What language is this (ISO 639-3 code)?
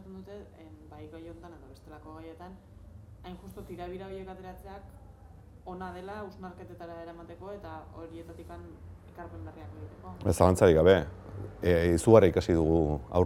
eus